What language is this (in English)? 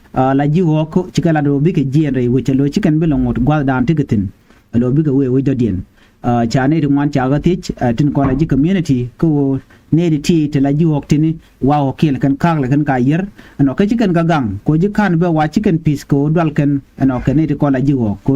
Nuer